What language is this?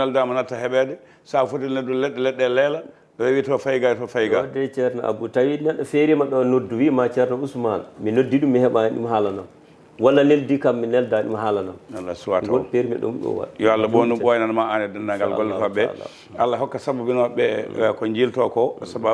Fula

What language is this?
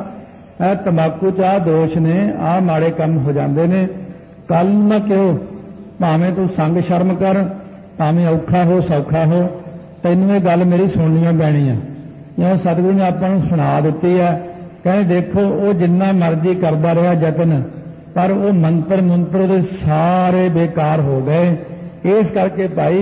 Punjabi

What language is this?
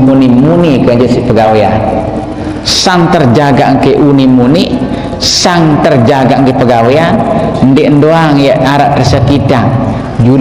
Sasak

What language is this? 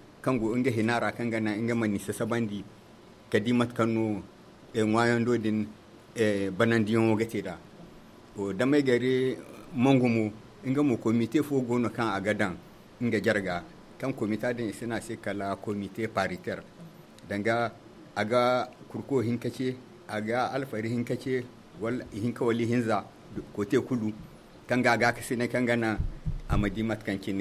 Zarma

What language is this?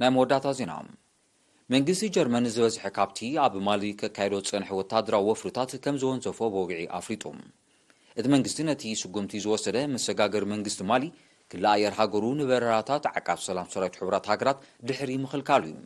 Tigrinya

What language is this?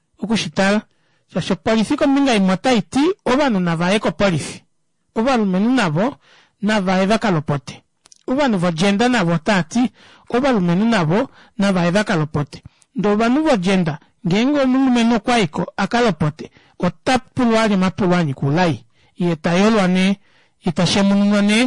Kuanyama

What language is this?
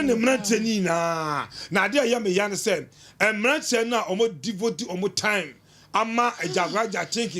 Akan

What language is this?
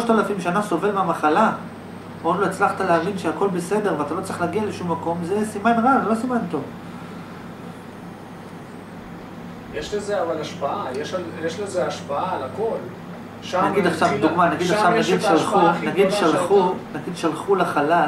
Hebrew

